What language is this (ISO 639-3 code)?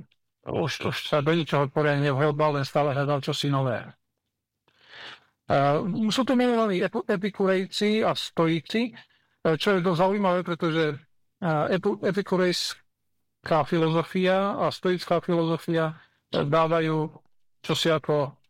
slk